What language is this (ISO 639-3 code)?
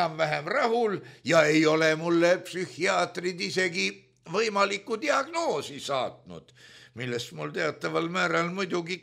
est